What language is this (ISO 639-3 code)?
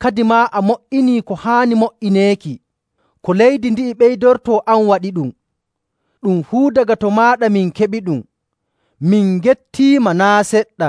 fuv